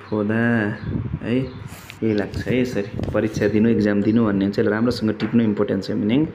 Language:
Nepali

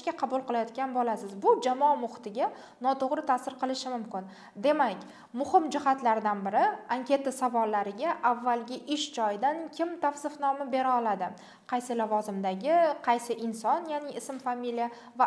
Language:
Uzbek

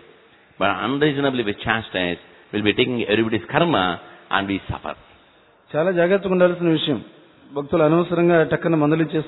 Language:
Telugu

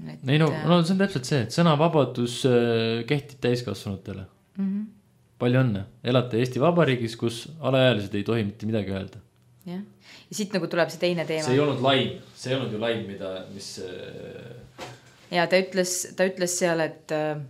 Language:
Estonian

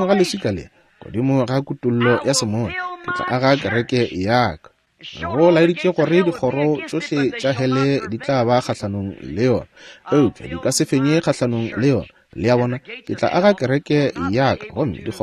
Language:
Northern Sotho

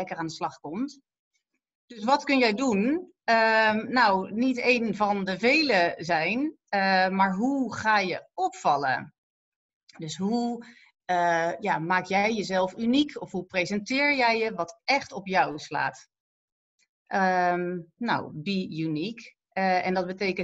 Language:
Dutch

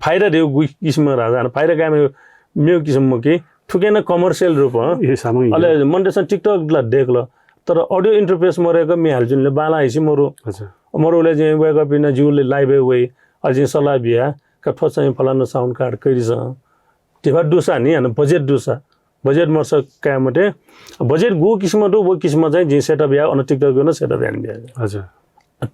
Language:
Newari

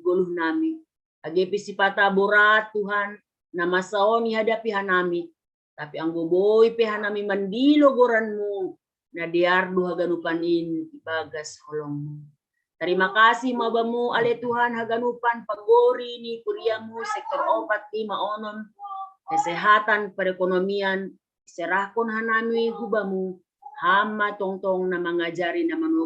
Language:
Batak Simalungun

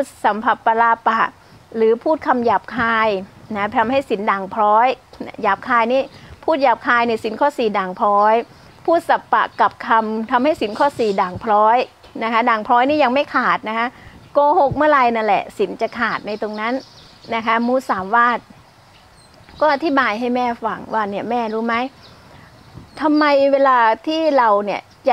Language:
Thai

